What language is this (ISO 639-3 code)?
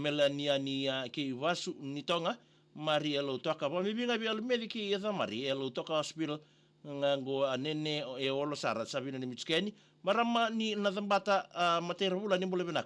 fij